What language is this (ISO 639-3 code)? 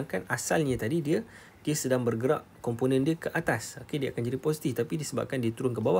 msa